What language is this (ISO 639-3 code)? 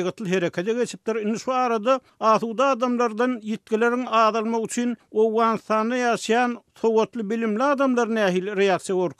tuk